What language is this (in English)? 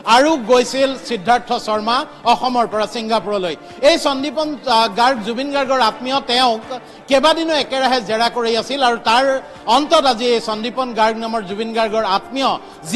Assamese